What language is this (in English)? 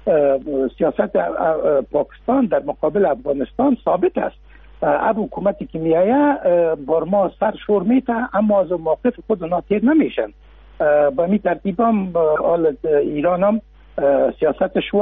Persian